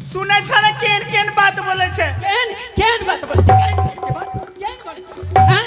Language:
Angika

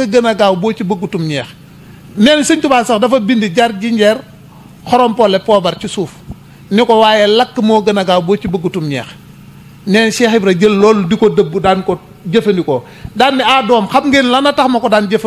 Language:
Wolof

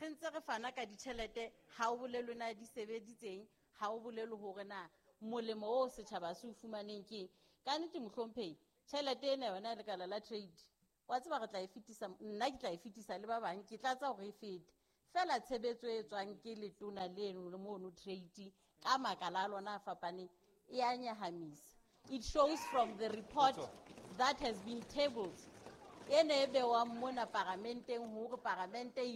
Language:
Southern Sotho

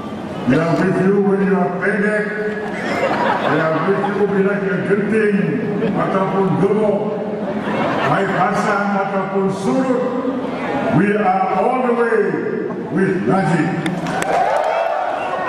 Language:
Malay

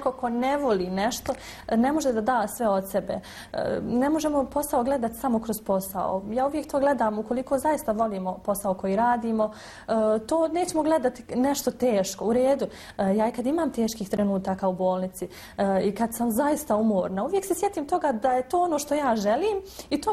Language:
Bosnian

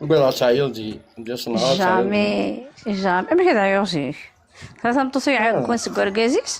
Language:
Kabyle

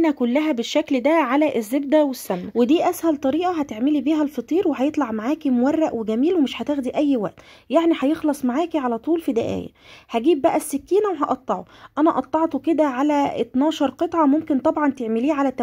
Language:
Egyptian Arabic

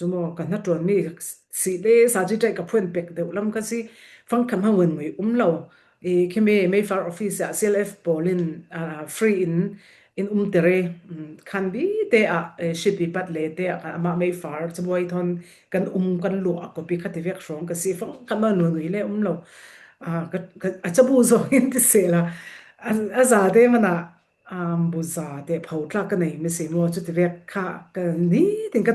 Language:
Falam Chin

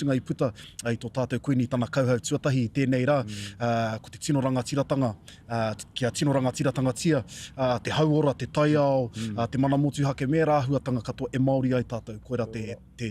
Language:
Māori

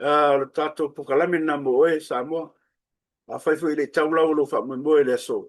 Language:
Samoan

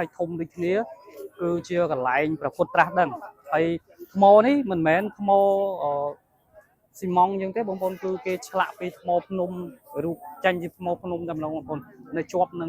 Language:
Khmer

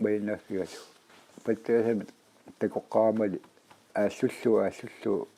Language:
Kalaallisut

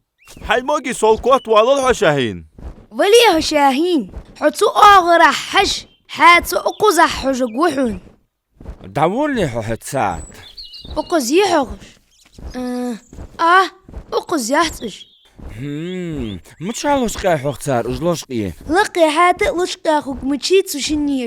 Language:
Ingush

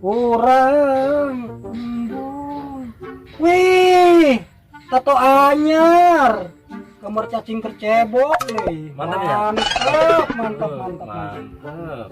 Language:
Sundanese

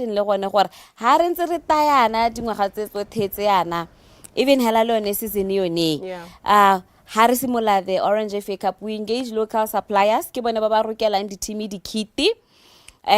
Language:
Tswana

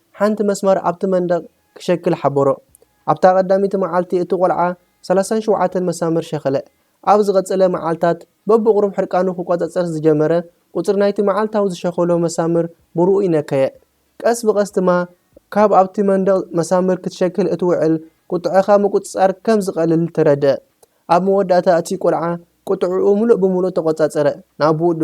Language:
Tigrinya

